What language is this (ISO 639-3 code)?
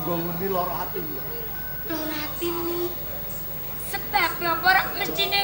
jav